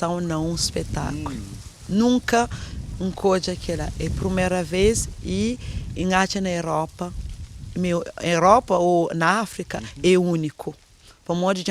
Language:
Kabuverdianu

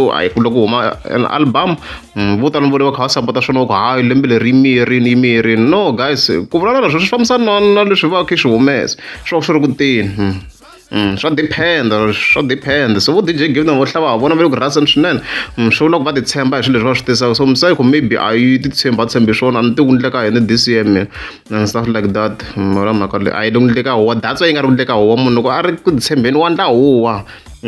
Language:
Tsonga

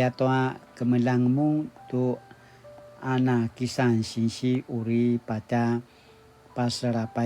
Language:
Paiwan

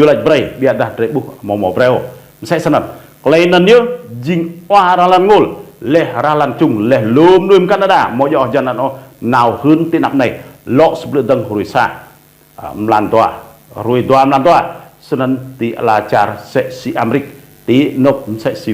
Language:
Rade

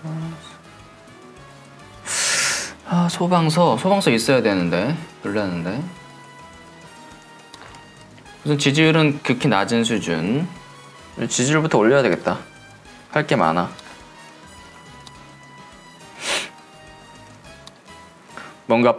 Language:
Korean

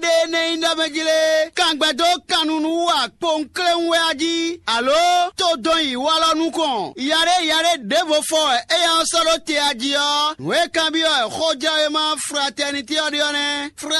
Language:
Fon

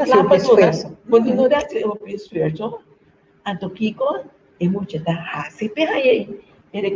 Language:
Papiamento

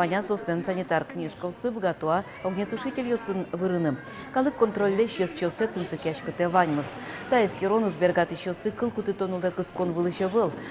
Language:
Udmurt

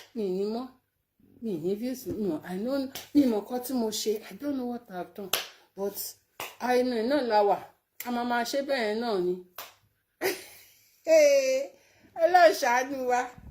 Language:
Yoruba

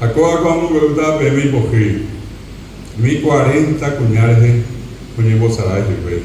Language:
Guarani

